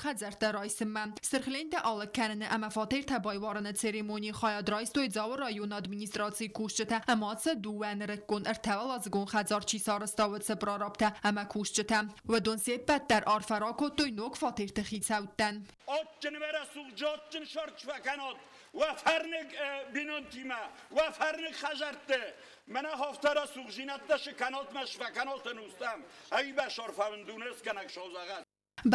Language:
Ossetic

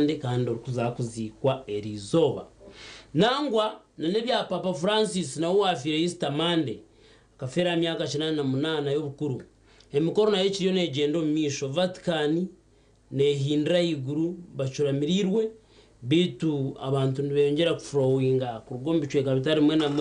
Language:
Nyankole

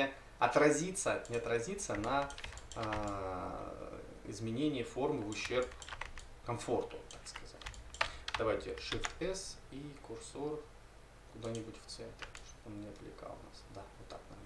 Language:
Russian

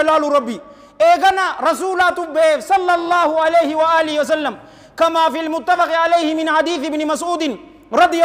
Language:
Oromo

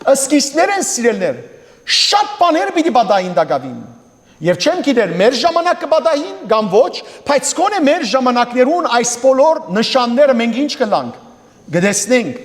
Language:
Western Armenian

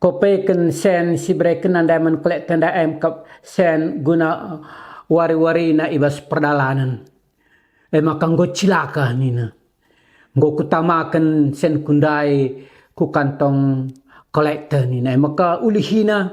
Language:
Batak Karo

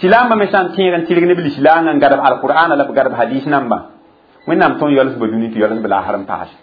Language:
Mossi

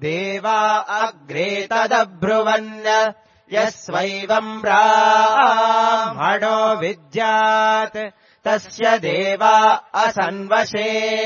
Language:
Sanskrit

